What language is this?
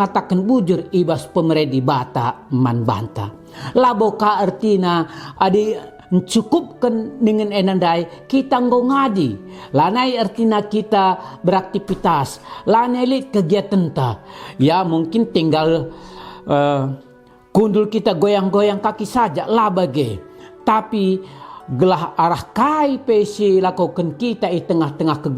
Batak Karo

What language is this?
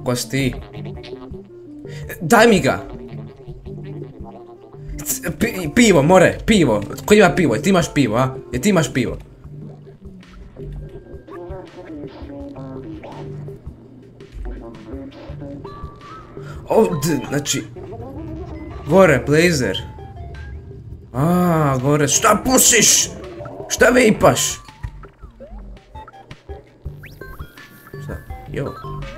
Croatian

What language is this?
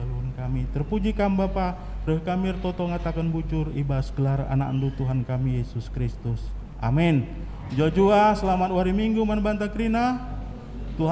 Batak Karo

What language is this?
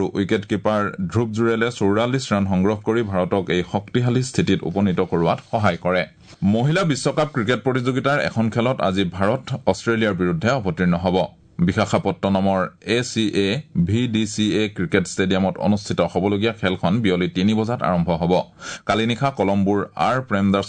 Assamese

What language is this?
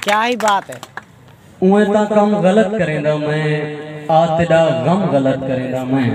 Saraiki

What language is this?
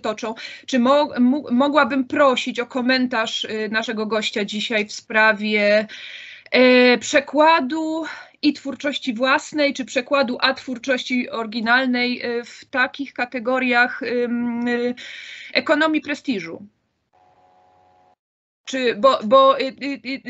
Polish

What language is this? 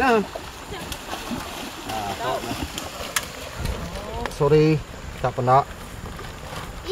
Malay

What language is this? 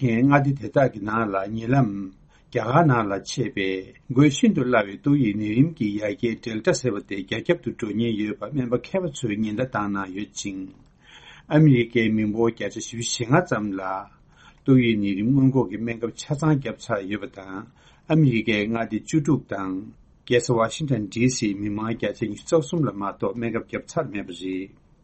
Tibetan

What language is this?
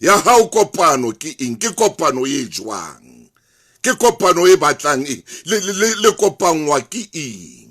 Southern Sotho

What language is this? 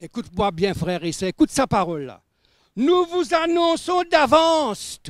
Morisyen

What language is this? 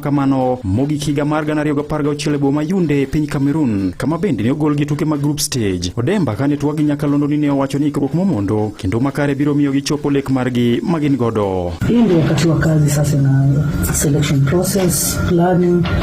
Luo (Kenya and Tanzania)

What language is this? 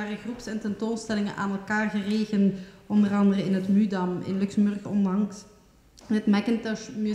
Dutch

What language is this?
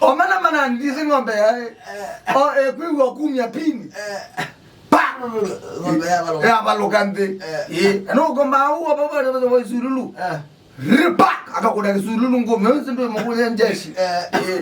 Kamba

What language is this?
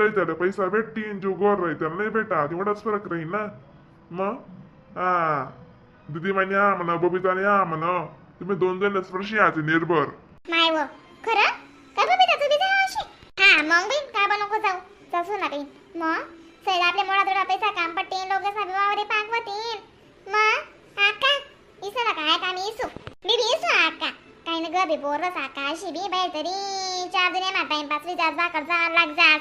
Khandesi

